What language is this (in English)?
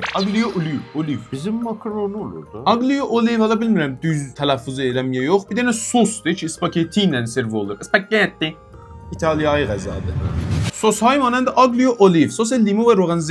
South Azerbaijani